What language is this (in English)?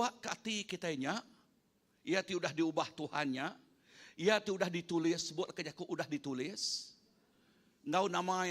Iban